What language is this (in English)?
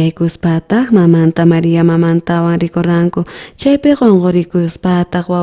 South Bolivian Quechua